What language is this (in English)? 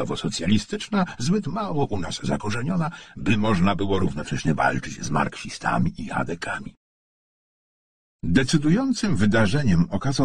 Polish